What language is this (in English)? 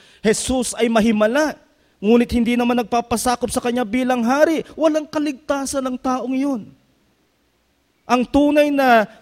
Filipino